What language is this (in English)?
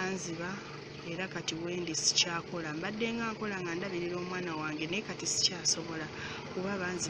Ganda